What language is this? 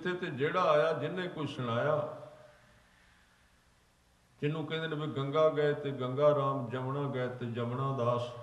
Punjabi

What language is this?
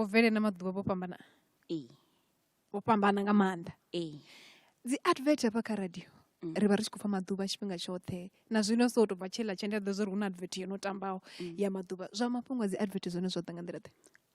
Venda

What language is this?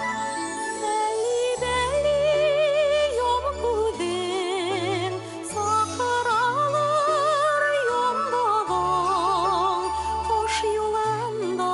Bashkir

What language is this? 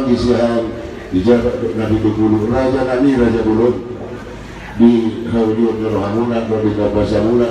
Batak Toba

